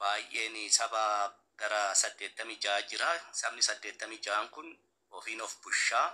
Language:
Oromo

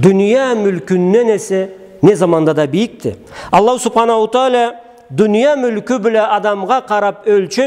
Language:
Karachay-Balkar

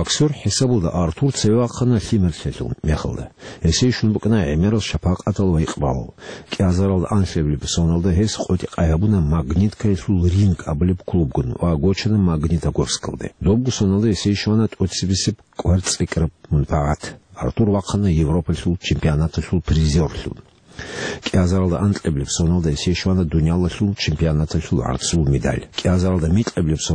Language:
Avaric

